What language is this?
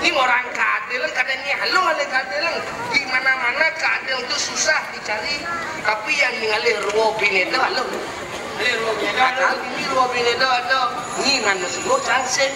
Balinese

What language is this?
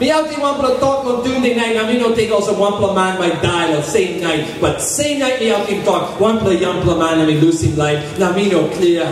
Tok Pisin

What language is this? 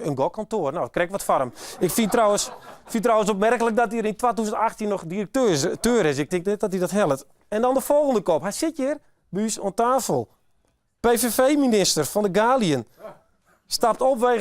Western Frisian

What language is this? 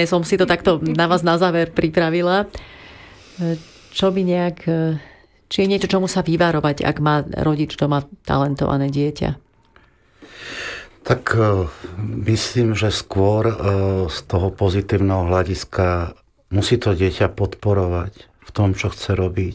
Slovak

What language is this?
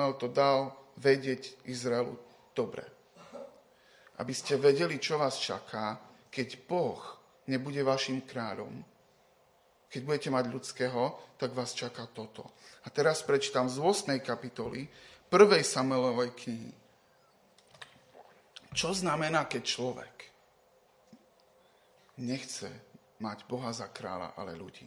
Slovak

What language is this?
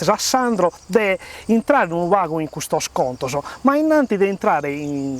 Sardinian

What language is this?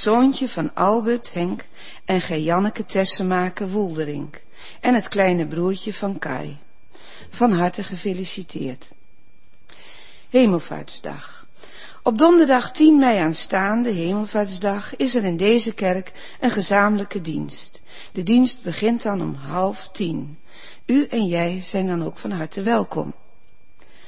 Dutch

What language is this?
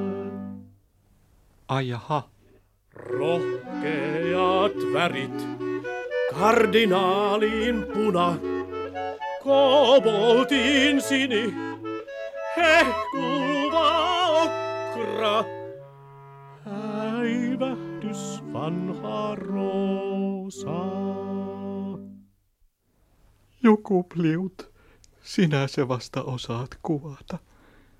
Finnish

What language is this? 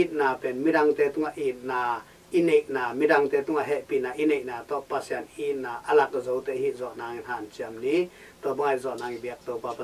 Tedim Chin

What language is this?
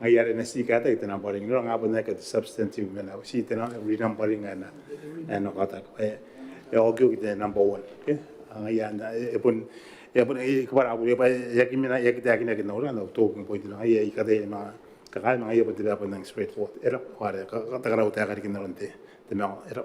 Gilbertese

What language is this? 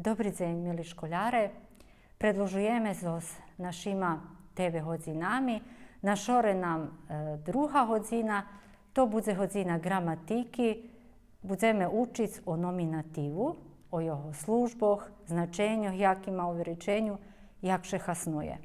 Rusyn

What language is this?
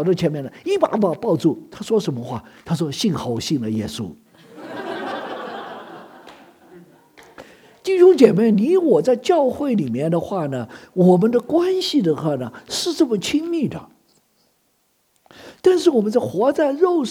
Chinese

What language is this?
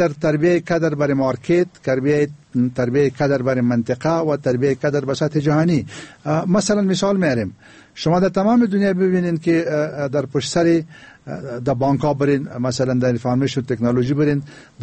Persian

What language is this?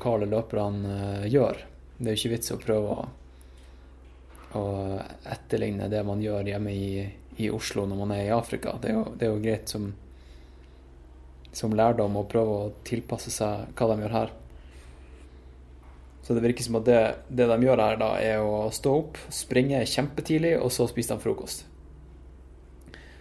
Norwegian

